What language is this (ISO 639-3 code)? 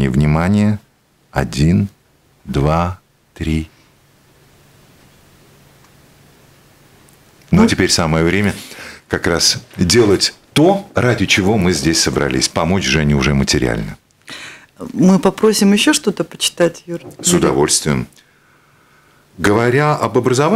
rus